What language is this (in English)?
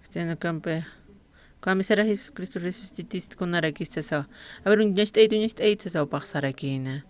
Aymara